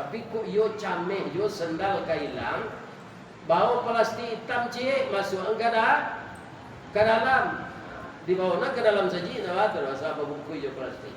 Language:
Minangkabau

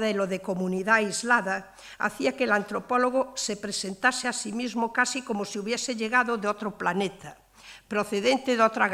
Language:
Asturian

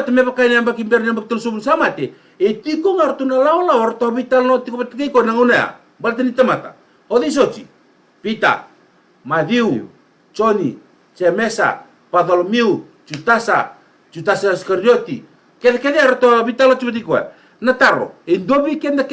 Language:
Fijian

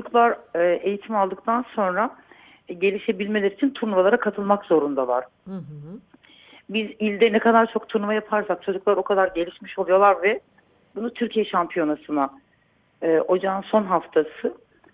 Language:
Turkish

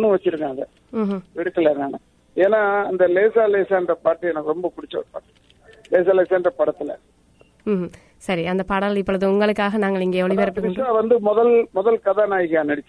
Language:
Tamil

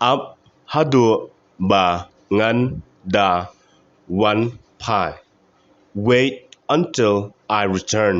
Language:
Khasi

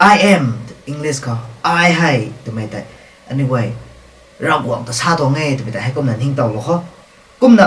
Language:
Rongmei Naga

